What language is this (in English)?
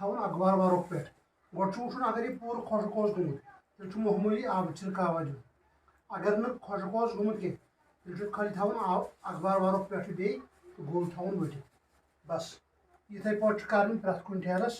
Kashmiri